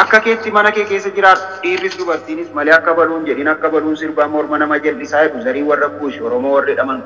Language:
Oromo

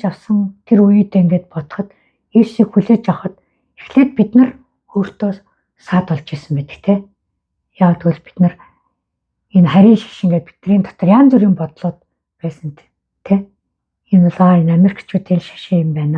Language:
Mongolian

